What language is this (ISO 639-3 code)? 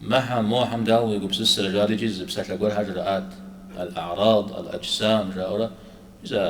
kbd